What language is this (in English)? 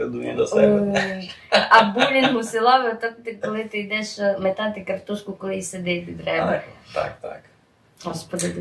Rusyn